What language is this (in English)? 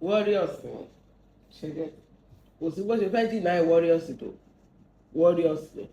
Yoruba